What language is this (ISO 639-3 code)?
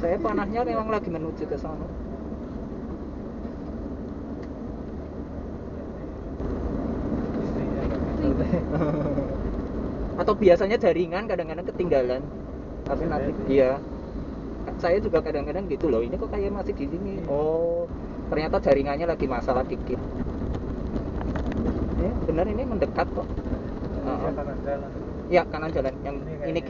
ind